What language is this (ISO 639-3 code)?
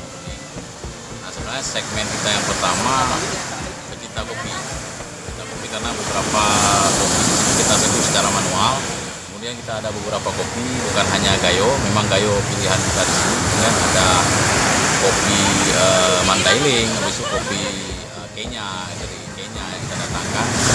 ind